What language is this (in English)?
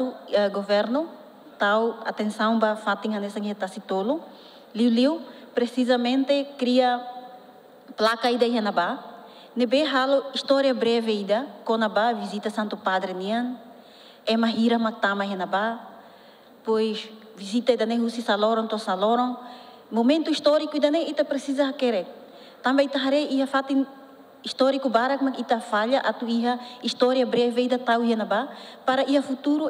Tetum